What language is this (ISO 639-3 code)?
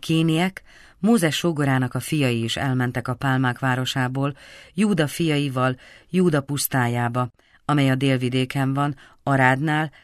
hun